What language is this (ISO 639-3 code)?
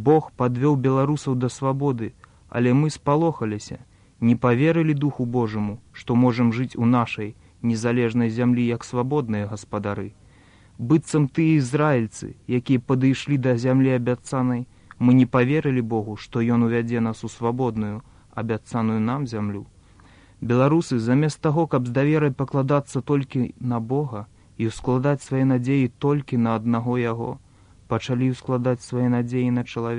bel